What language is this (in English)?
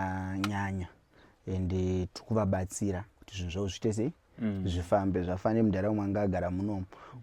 Shona